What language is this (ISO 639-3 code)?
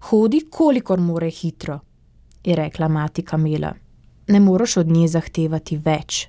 slv